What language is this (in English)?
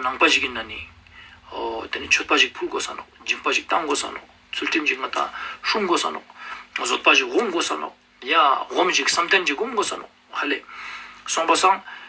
Ladakhi